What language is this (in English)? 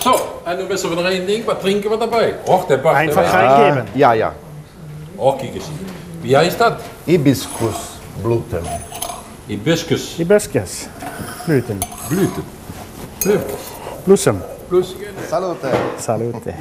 Limburgish